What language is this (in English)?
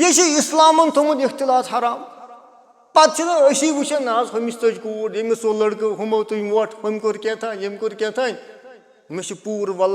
Kashmiri